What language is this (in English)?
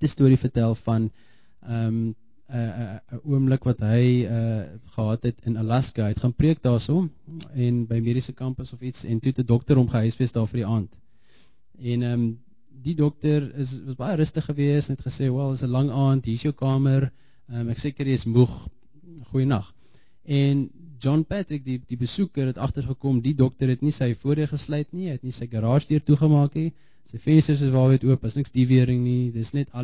Afrikaans